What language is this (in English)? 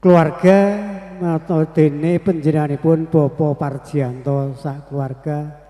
Javanese